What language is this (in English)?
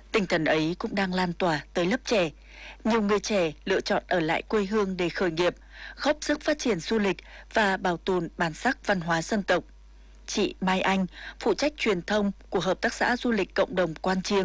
Vietnamese